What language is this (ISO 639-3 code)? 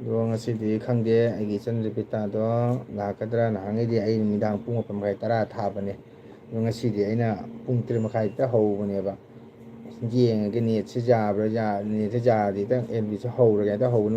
mni